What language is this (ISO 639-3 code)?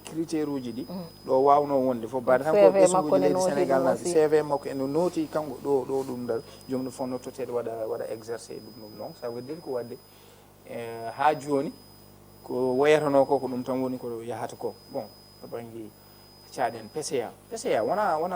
ful